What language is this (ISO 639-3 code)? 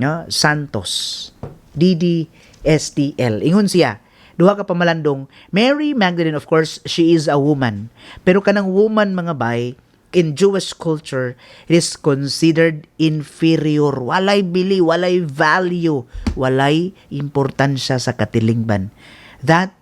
ceb